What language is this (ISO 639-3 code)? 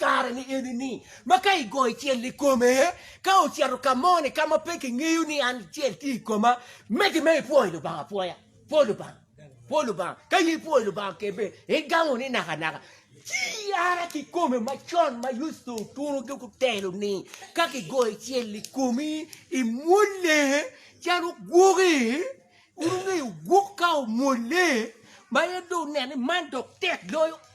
ach